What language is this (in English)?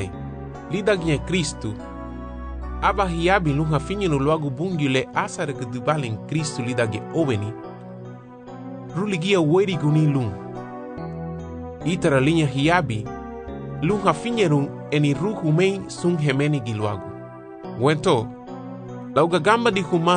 Garifuna